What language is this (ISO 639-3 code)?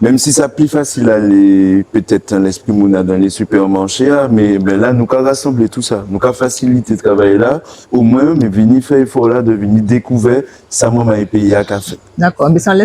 gcf